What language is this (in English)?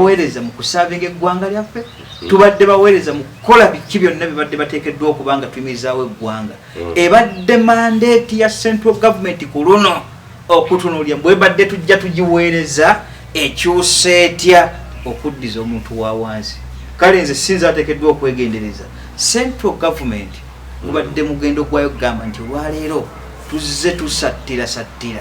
Ganda